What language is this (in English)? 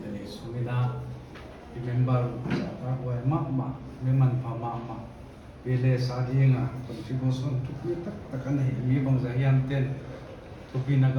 Paite Chin